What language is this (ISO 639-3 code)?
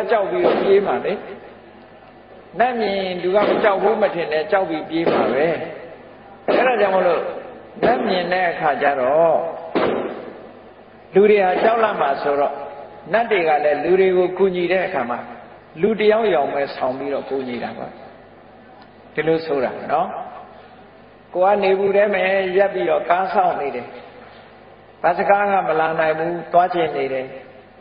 mya